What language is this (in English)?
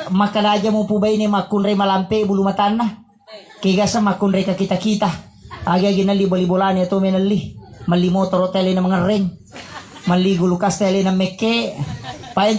Buginese